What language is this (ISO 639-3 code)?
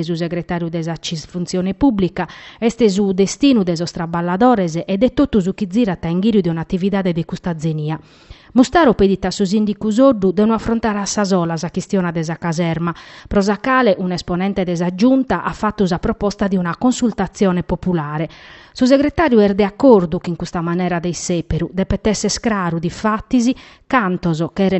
srd